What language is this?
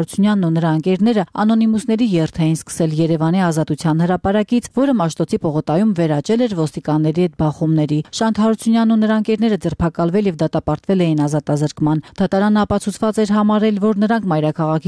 Armenian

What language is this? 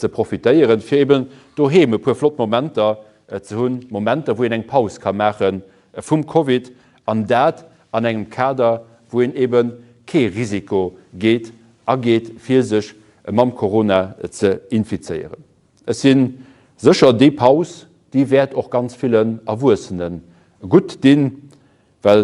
Luxembourgish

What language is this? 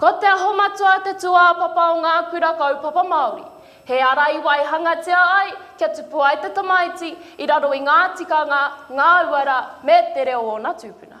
Māori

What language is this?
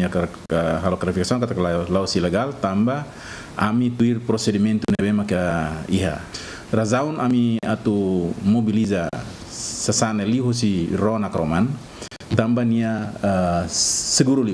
Tetum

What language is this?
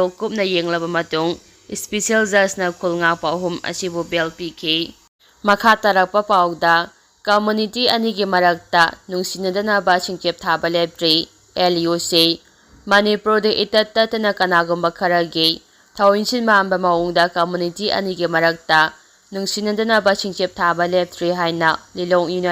Manipuri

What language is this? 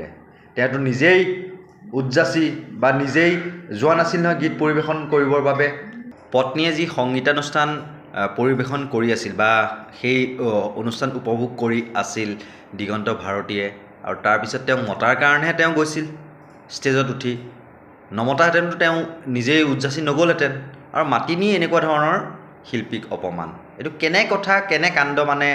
Assamese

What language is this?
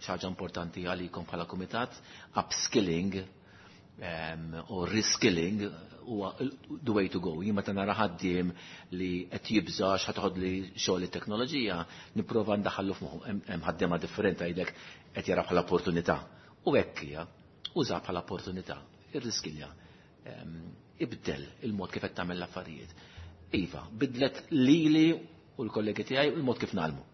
Maltese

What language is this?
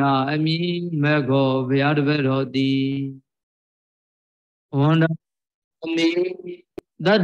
Burmese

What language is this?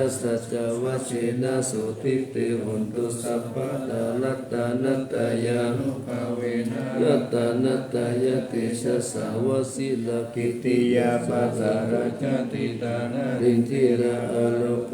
Pali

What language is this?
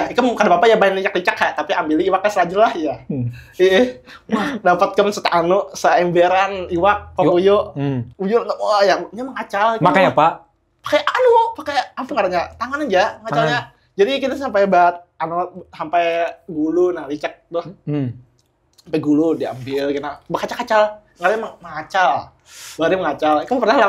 Banjar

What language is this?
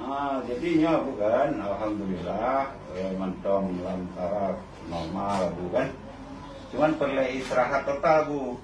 Achinese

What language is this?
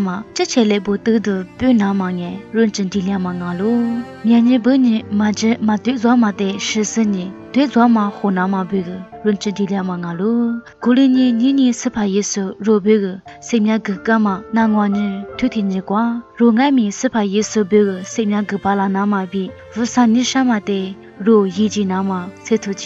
Lisu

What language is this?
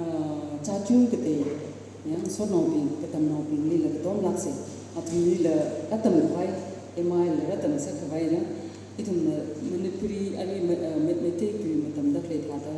Tangkhul Naga (India)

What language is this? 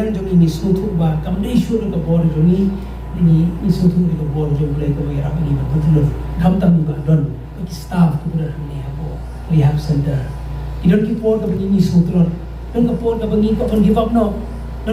Khasi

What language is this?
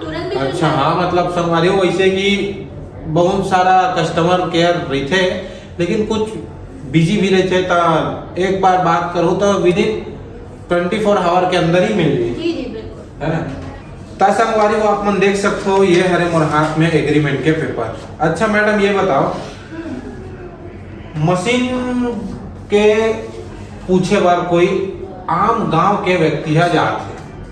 Chhattisgarhi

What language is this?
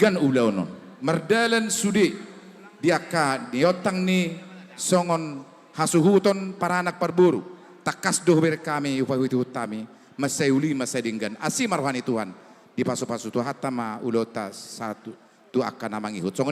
Batak Toba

